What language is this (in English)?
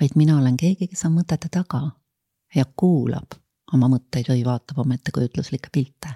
Estonian